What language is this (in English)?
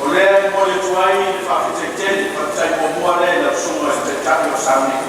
Samoan